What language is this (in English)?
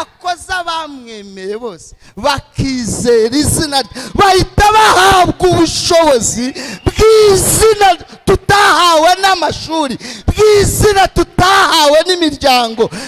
Kinyarwanda